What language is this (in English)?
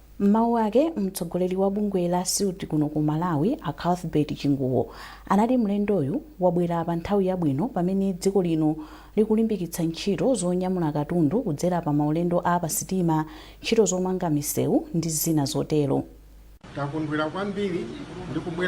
Nyanja